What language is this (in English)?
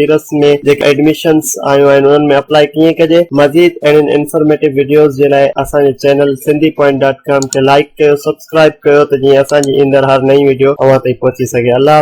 Sindhi